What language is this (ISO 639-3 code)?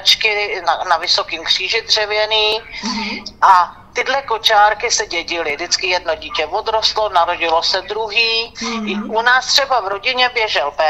ces